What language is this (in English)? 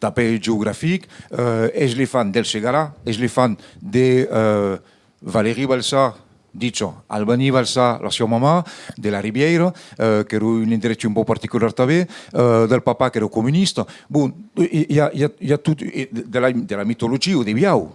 Occitan